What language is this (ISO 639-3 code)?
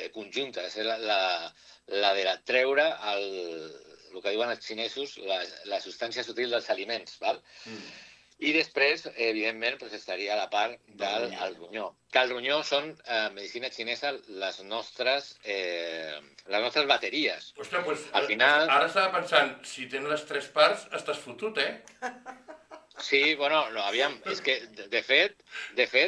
cat